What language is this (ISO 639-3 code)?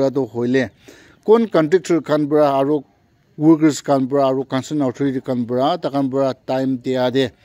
nag